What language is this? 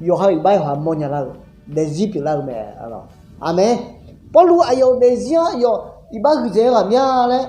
Akha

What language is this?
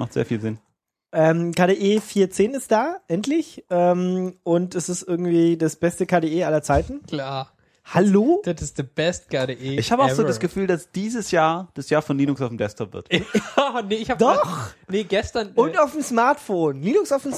German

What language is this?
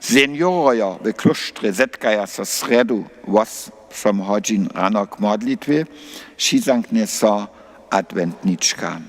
Upper Sorbian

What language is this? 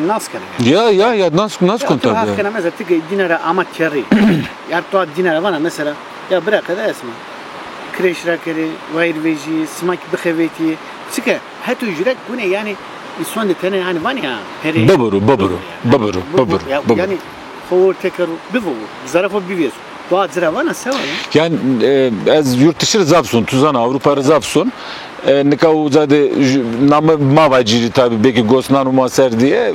Zaza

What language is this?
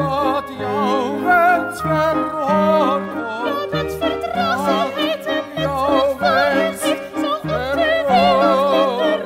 Dutch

